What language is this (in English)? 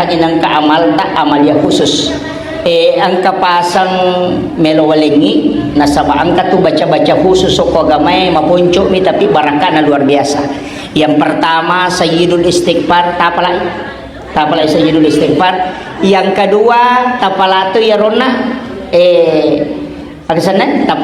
Buginese